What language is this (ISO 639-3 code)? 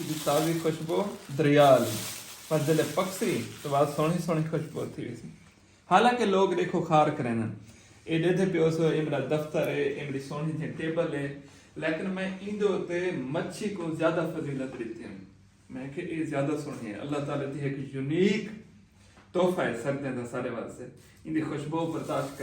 skr